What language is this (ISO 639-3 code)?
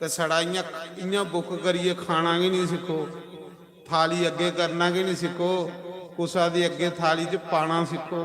doi